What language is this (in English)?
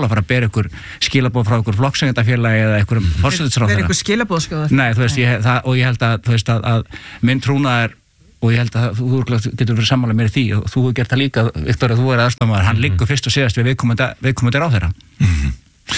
Icelandic